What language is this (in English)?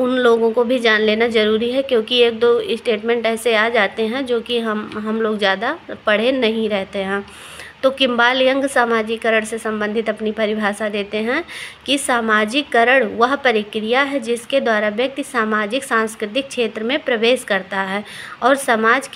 Hindi